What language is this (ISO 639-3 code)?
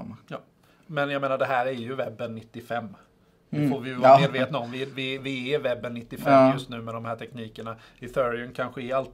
swe